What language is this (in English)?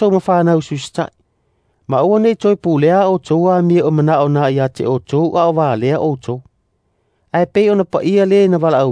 Samoan